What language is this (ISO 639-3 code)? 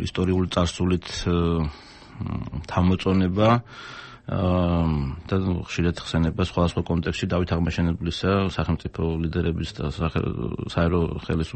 kat